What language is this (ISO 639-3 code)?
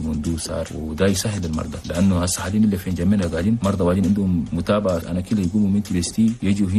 shu